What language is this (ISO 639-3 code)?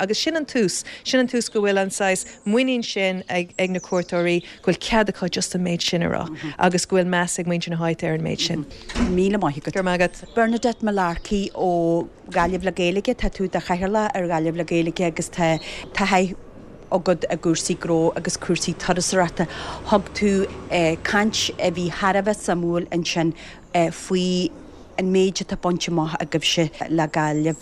gle